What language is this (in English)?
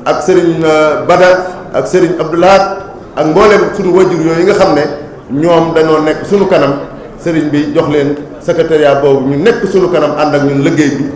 Wolof